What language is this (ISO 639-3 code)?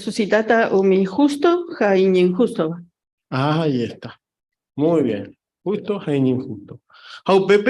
grn